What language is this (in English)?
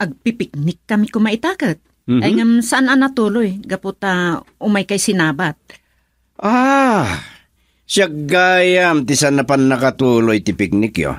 Iloko